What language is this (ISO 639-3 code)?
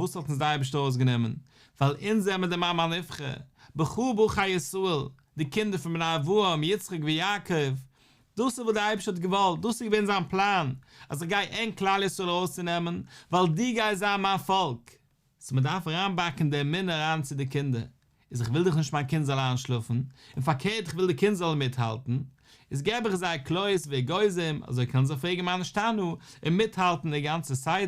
yid